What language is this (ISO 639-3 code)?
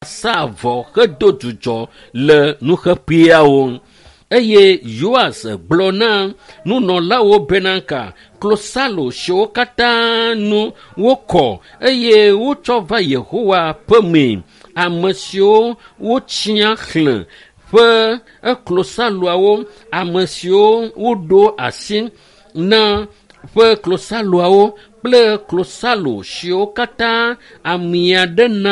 ewe